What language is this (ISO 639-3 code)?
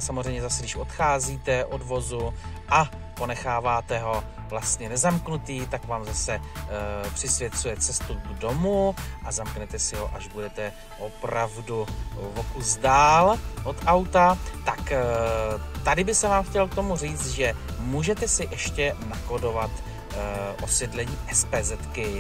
ces